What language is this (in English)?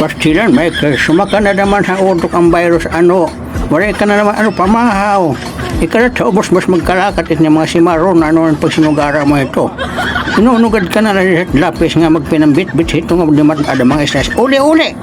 Waray